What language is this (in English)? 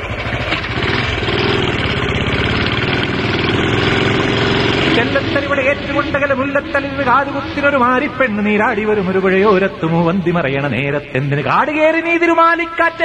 Malayalam